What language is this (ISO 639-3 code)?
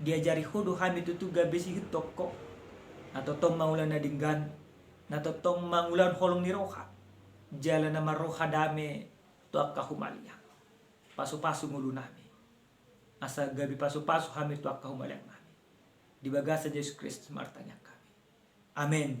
bbc